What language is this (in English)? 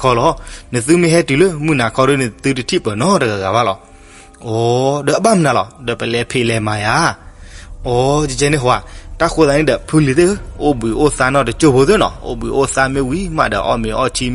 S'gaw Karen